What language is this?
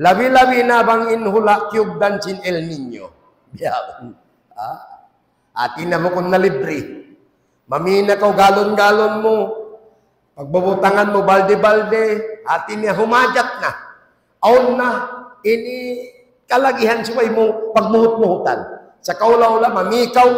Tausug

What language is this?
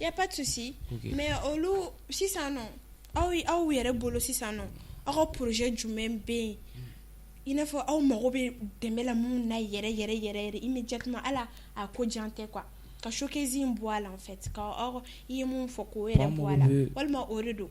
Bambara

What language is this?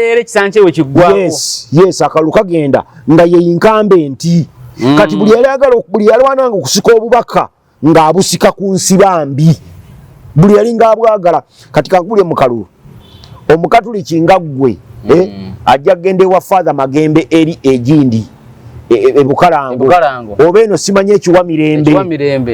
Ganda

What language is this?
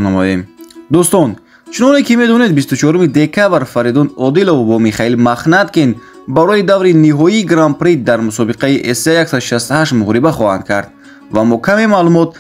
Tajik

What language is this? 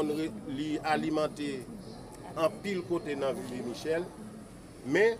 Haitian Creole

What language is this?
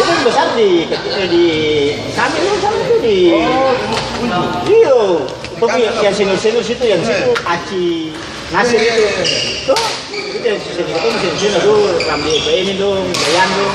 Ambonese Malay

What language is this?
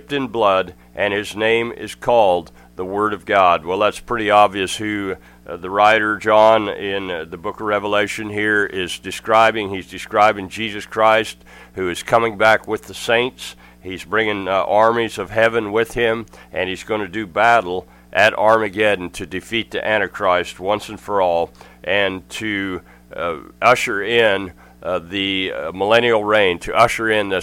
English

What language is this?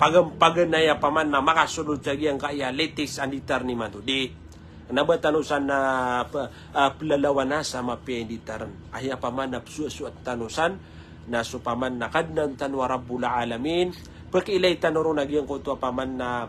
Maranao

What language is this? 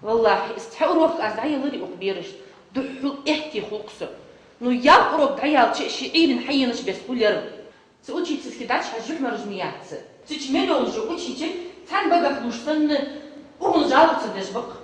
Ingush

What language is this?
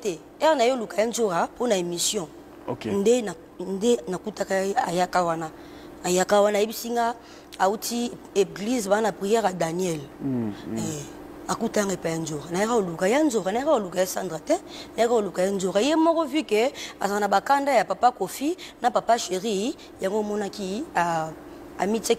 Lingala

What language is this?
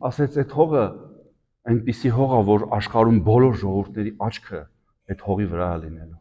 Armenian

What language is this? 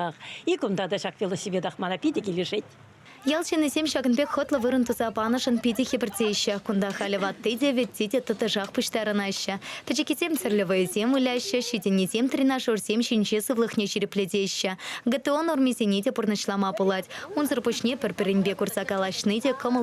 Chuvash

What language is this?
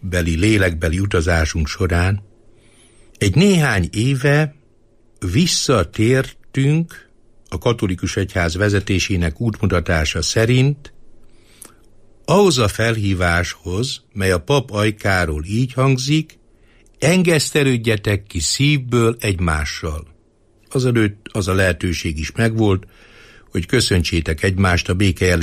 Hungarian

